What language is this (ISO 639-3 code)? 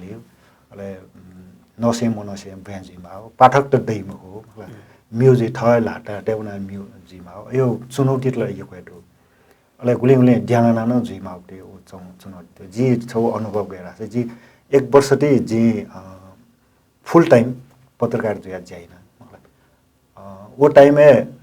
new